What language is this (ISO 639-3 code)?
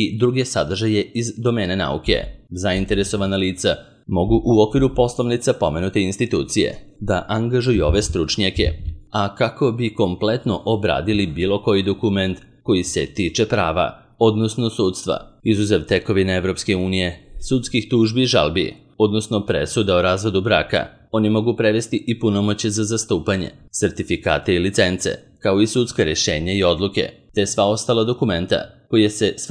srp